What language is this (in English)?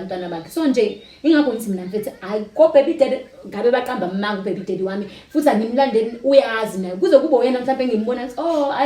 Zulu